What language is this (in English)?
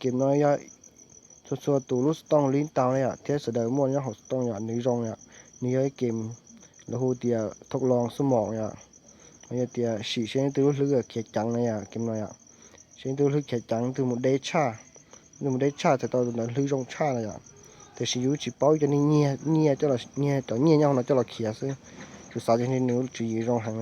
Hmong